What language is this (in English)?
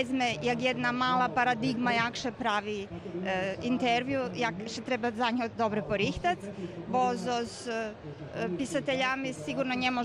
Rusyn